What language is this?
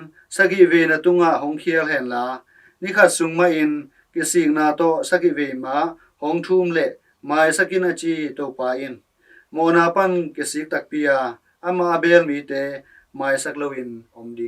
Tedim Chin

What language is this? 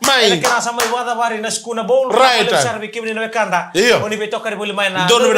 Fijian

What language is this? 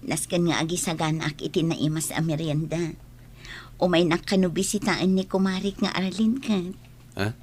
Iloko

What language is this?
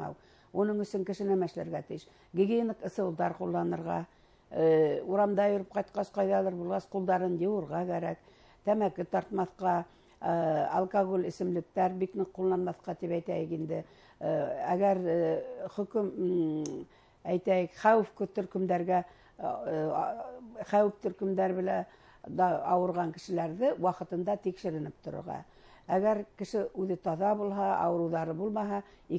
Bashkir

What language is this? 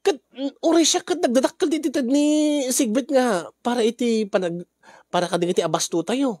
Iloko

